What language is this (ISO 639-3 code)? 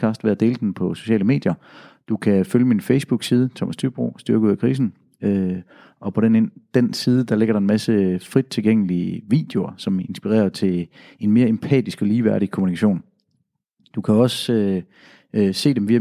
dan